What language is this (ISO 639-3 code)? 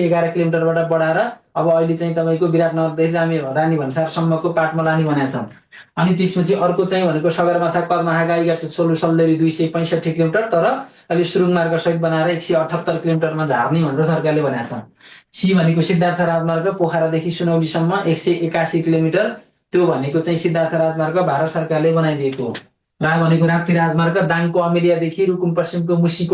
nep